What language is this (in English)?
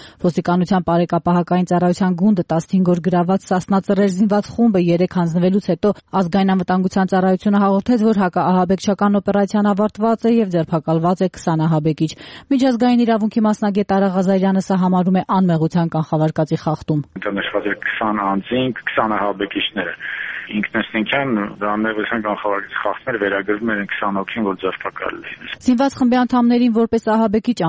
Armenian